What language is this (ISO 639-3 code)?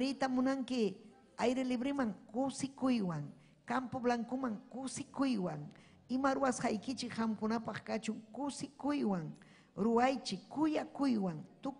quy